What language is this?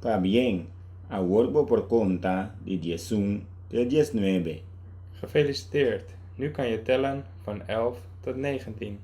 Papiamento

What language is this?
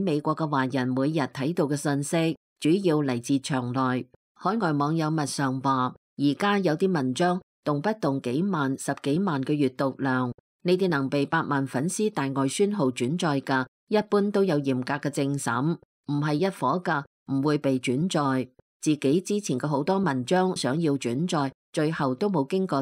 Cantonese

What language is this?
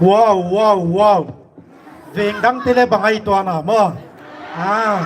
Paite Chin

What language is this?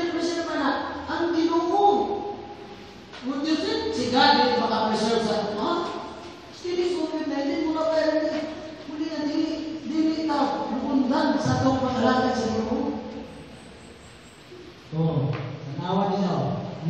Cebuano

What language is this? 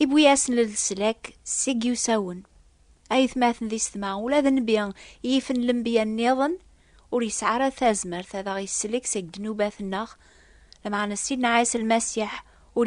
Kabyle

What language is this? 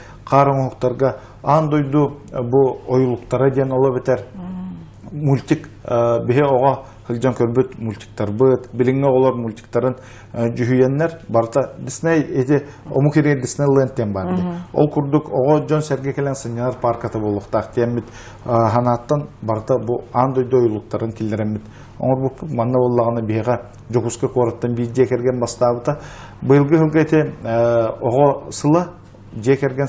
Yakut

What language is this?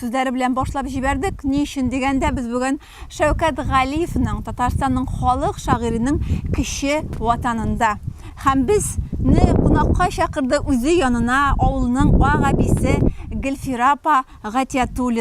Tatar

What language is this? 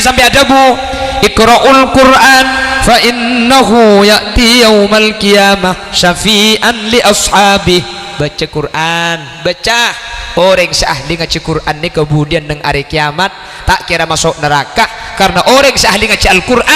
Madurese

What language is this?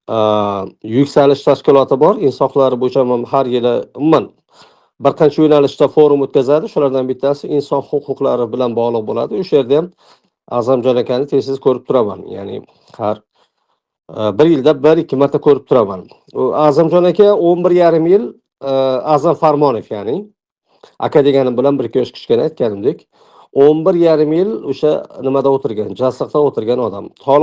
Uzbek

